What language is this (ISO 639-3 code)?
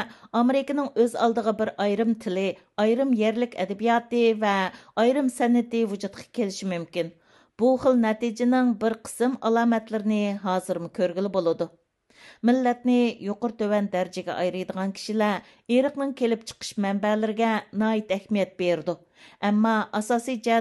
uig